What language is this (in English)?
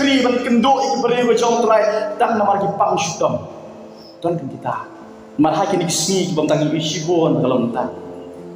Khasi